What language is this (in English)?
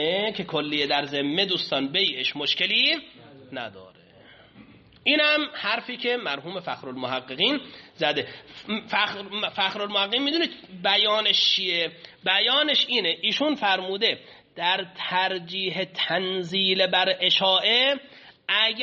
Persian